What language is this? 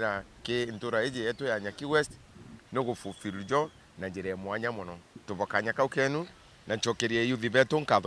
Meru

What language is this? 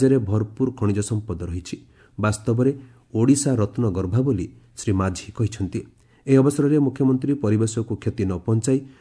Odia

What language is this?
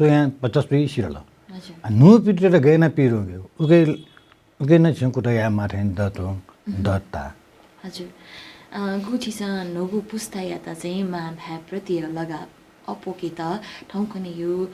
Newari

